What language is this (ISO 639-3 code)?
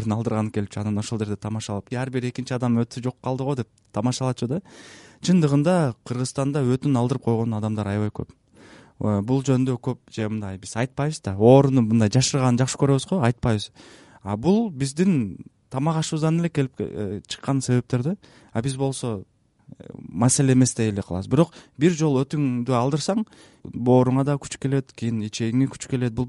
kir